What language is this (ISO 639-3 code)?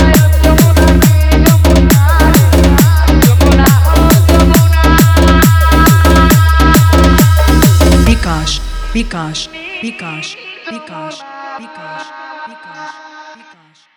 ben